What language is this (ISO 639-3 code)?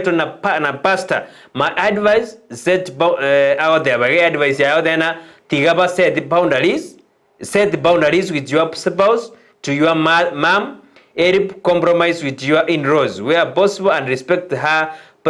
guz